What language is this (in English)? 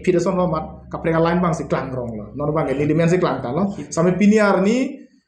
Karbi